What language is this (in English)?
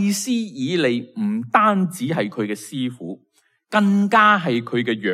Cantonese